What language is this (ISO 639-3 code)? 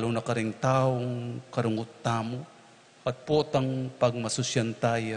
pam